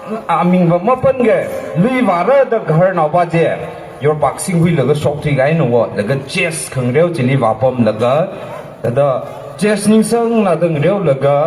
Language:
Tangkhul Naga (India)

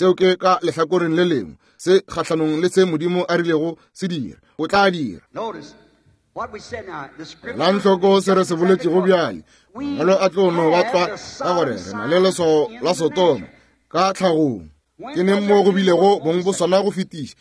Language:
Northern Sotho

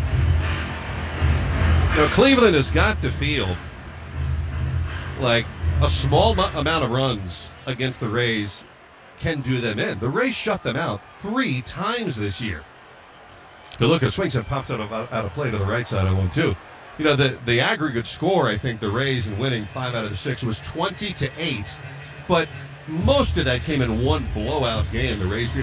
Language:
English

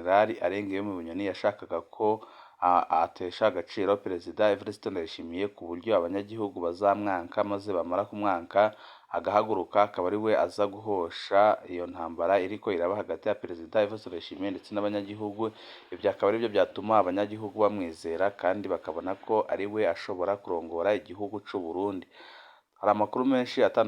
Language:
Rundi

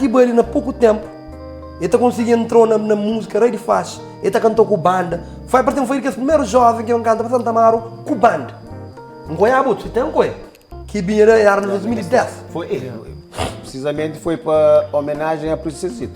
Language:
Kabuverdianu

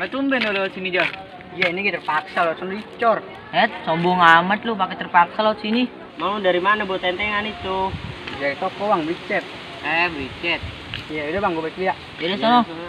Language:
Betawi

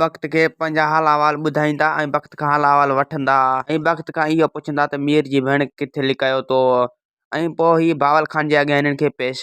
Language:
Sindhi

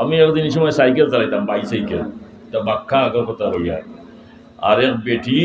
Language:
Sylheti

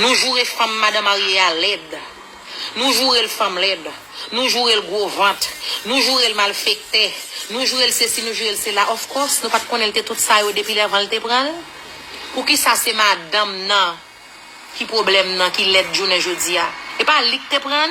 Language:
Haitian Creole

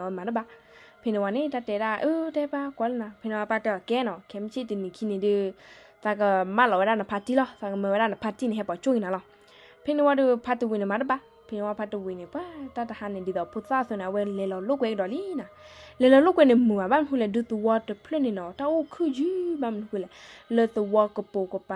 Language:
S'gaw Karen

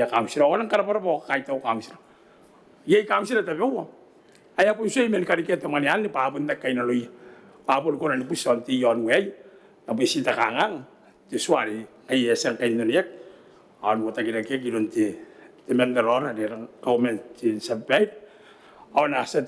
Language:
Gilbertese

